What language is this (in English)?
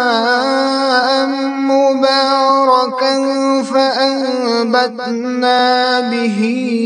Kashmiri